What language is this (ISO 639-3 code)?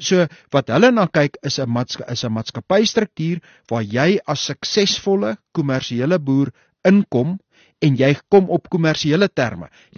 afr